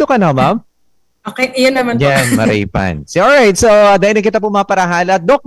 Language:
Bikol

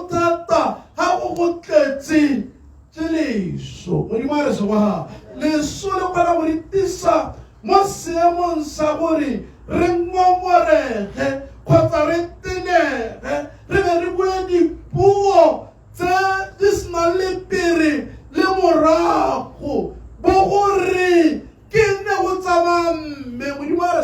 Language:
Tswana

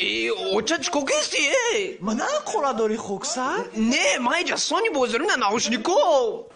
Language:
Tajik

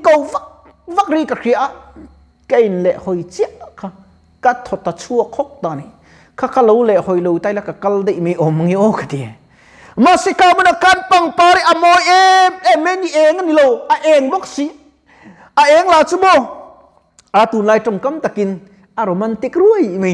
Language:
Mizo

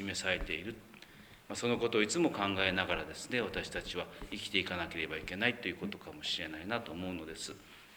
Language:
Japanese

